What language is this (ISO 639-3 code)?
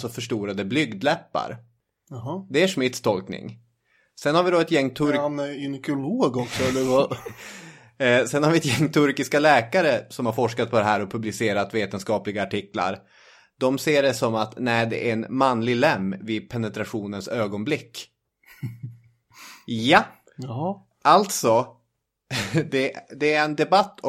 swe